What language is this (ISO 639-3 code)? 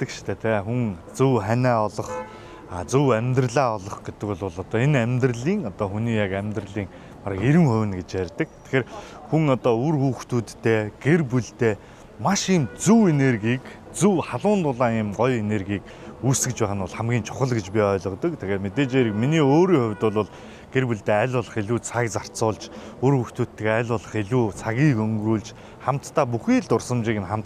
mon